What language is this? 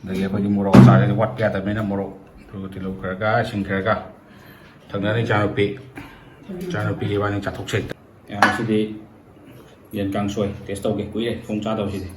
Manipuri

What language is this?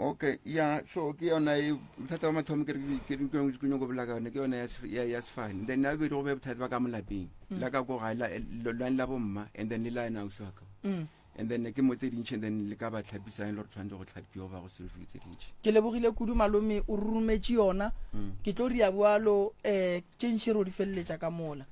Northern Sotho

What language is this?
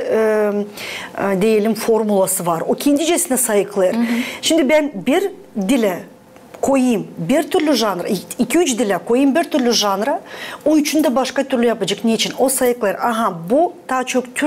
Gagauz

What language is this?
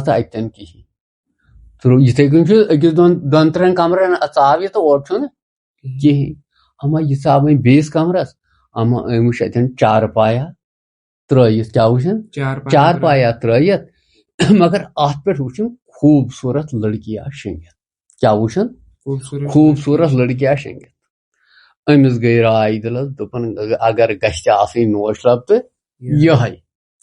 Kashmiri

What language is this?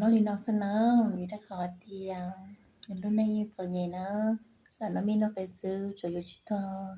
Hmong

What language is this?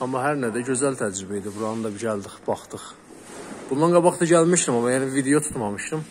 South Azerbaijani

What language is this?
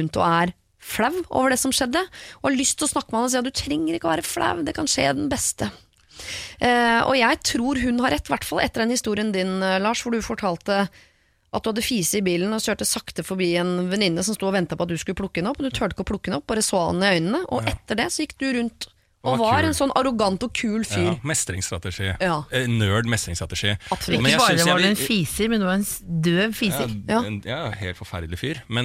Norwegian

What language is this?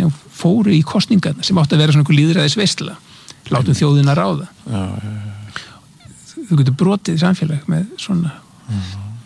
Icelandic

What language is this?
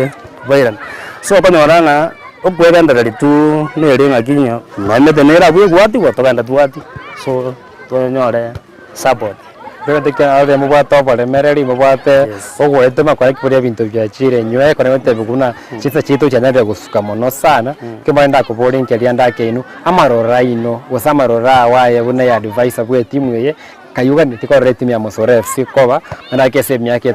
Gusii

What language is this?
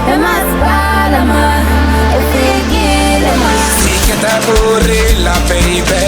Tsonga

